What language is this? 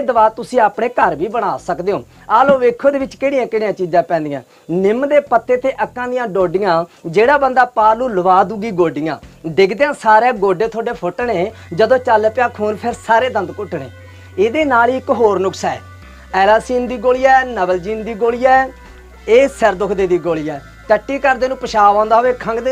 Punjabi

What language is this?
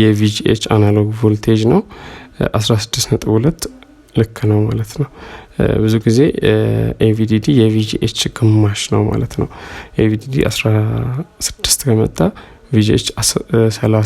Amharic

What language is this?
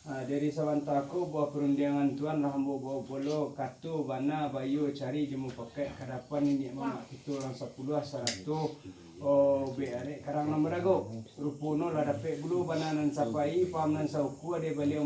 Minangkabau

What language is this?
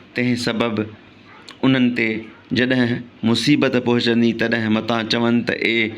Sindhi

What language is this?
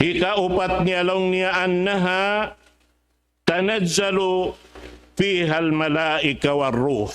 Tausug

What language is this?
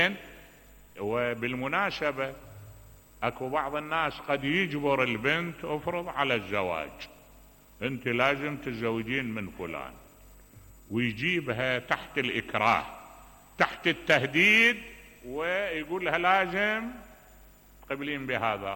Mesopotamian Arabic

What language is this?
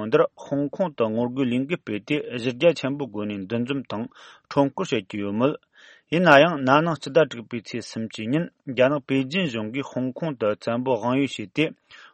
Tibetan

